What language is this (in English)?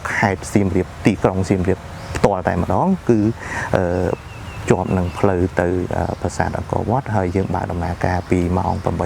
Khmer